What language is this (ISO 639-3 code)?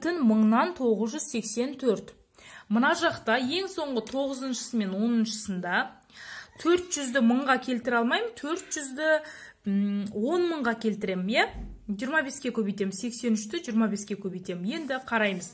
kaz